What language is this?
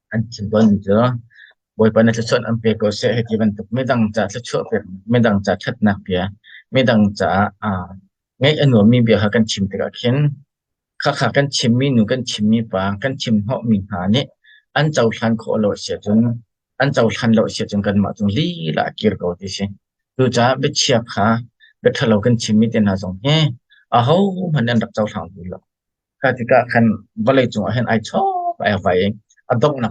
Hakha Chin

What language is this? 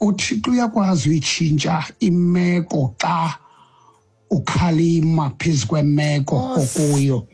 Xhosa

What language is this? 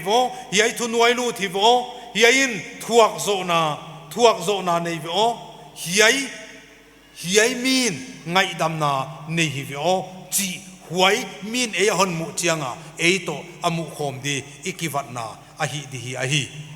Paite Chin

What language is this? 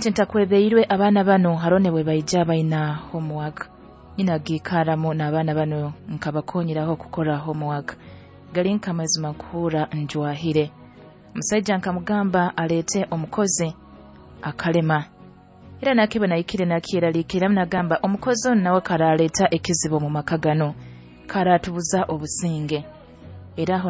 Nyoro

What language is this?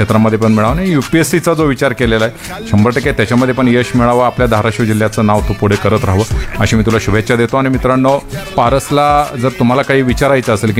Marathi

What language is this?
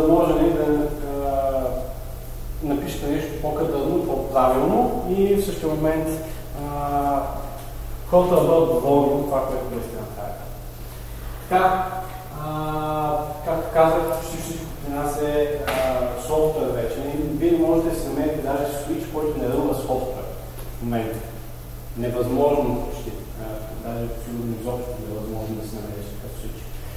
Bulgarian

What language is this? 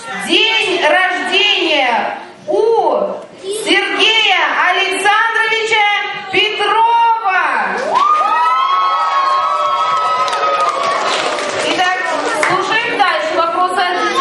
Russian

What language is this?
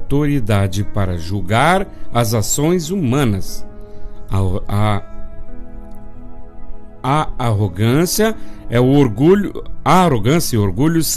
Portuguese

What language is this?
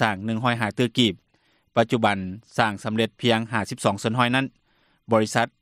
Lao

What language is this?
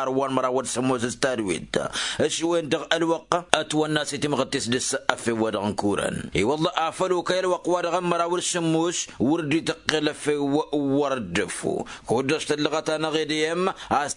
Tamasheq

